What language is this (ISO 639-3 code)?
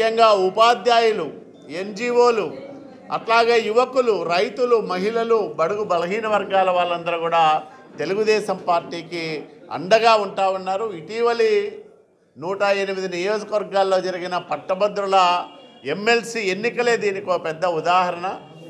tel